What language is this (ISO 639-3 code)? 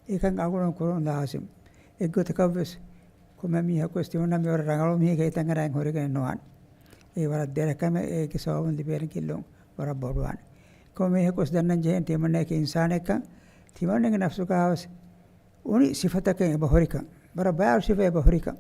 div